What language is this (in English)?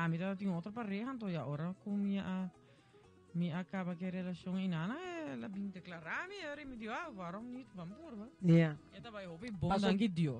Papiamento